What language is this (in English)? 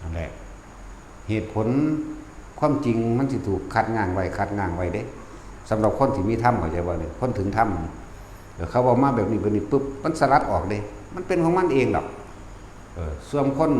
Northeastern Thai